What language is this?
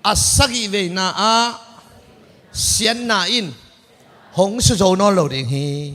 Tedim Chin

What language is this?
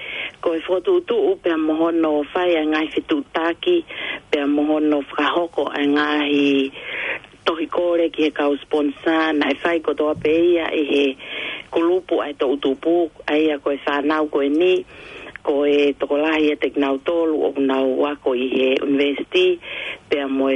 Tongan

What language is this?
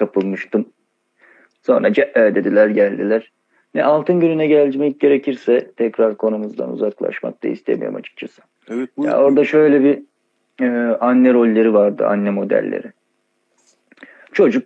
Turkish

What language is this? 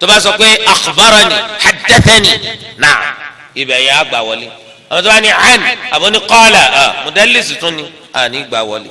Yoruba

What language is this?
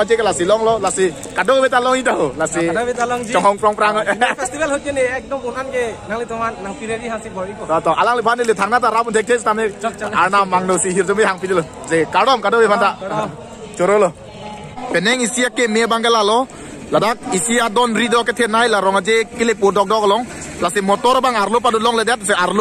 Karbi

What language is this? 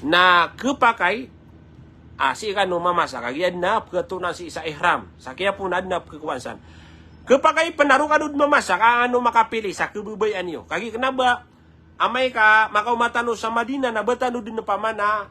Maranao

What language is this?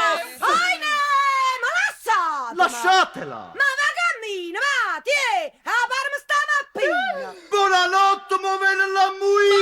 Neapolitan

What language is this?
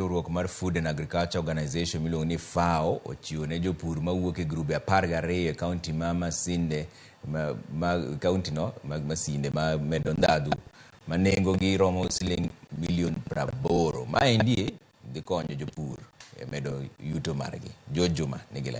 Luo (Kenya and Tanzania)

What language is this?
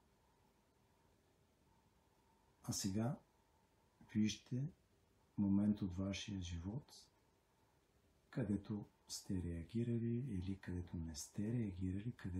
Bulgarian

